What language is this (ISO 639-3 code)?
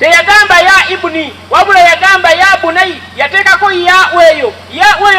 lug